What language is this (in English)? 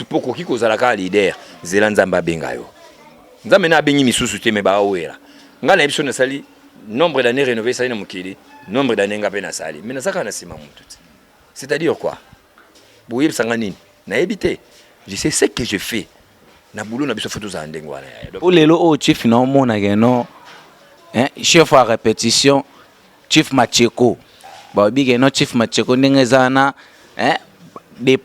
Lingala